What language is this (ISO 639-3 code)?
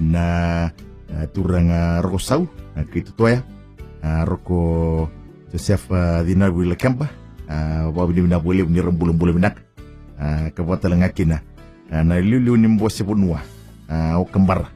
fij